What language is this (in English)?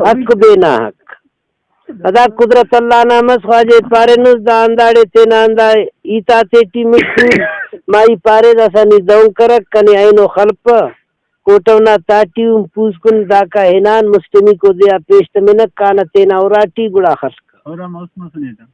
Brahui